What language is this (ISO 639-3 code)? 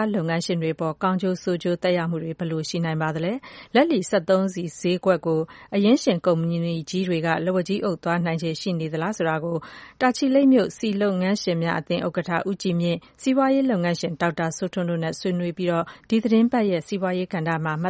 mya